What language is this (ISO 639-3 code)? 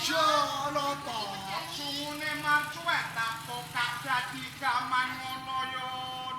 jav